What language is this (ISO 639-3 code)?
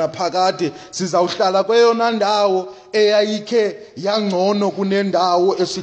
xho